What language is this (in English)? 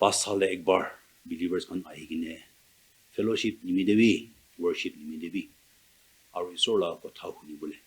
Naga Pidgin